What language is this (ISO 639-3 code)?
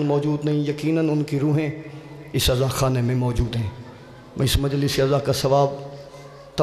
urd